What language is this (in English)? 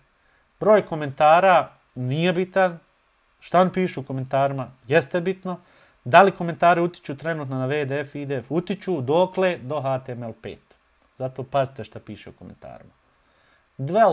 Bosnian